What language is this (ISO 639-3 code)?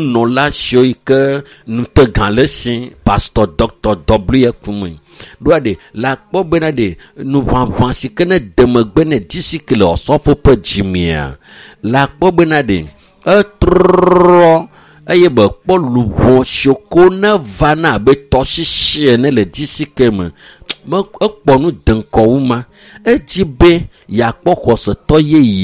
ewe